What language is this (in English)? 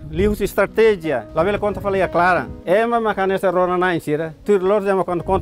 Tetum